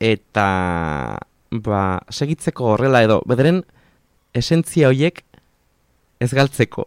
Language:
Basque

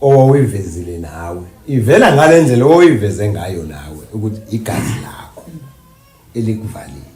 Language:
Zulu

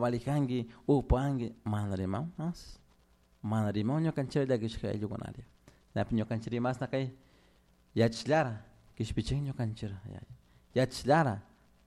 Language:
Chimborazo Highland Quichua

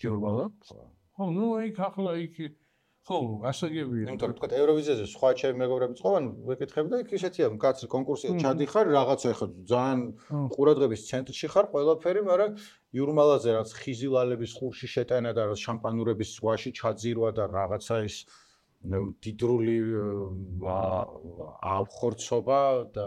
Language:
Georgian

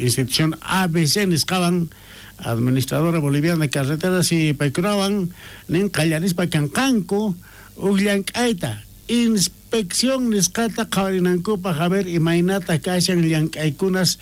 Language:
South Bolivian Quechua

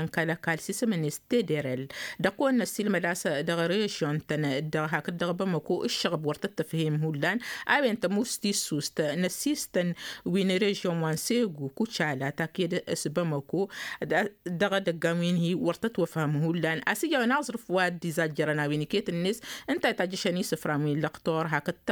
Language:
Tamasheq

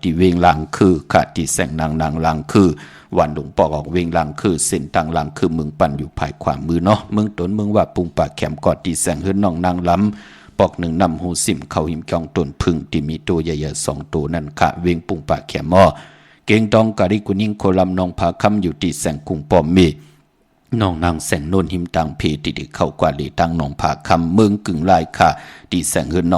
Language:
Shan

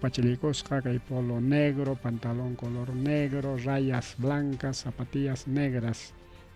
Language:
Ayacucho Quechua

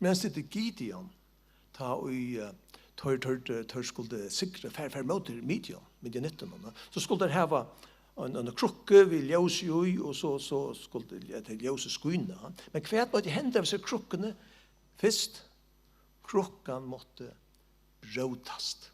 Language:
Faroese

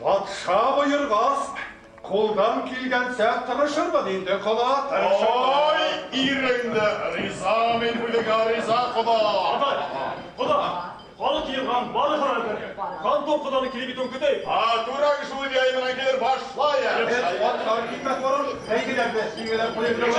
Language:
Bashkir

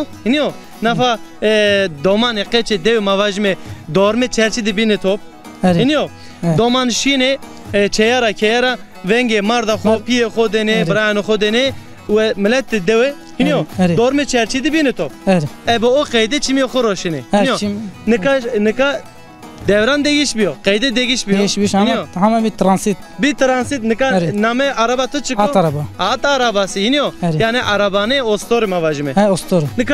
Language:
Zaza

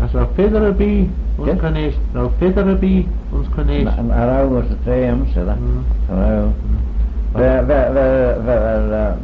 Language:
Manx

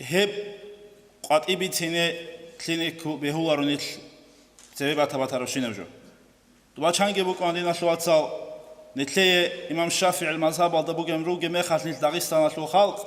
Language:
Avaric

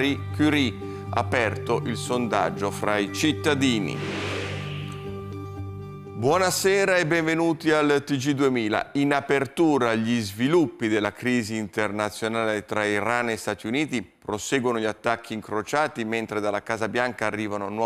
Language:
Italian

